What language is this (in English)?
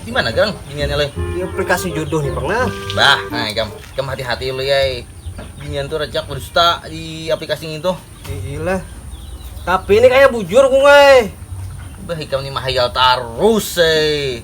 Banjar